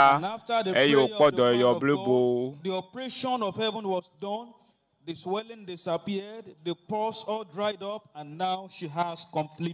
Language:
Ewe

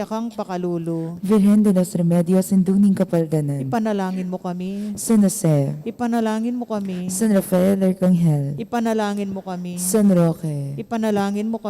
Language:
Pampanga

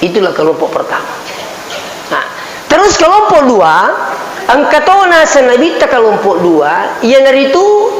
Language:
Buginese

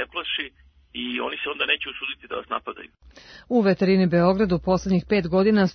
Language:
Serbian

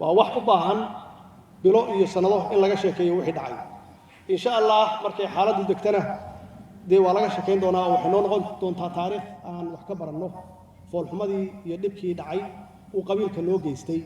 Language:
Somali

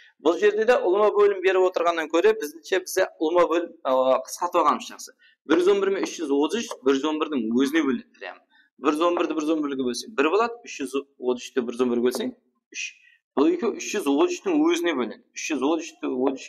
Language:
Kara-Kalpak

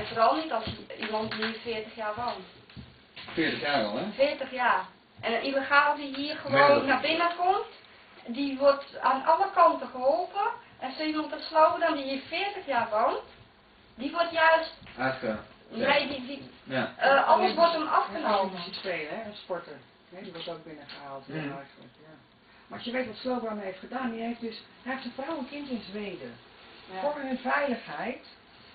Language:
Dutch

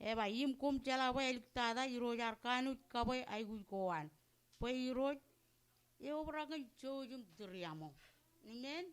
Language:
Marshallese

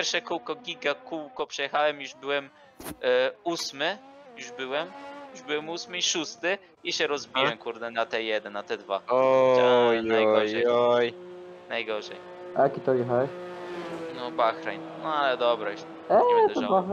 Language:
Polish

